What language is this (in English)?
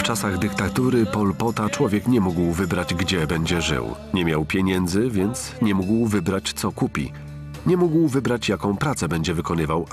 Polish